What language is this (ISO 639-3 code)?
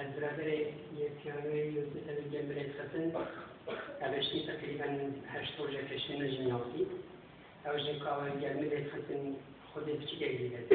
kur